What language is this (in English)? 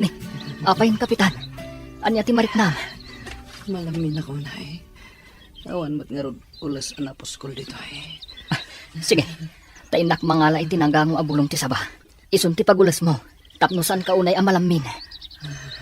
Iloko